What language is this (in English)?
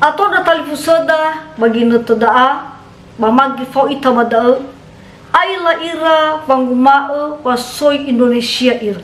Nias